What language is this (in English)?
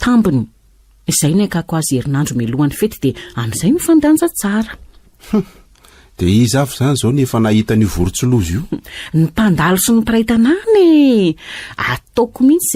Malagasy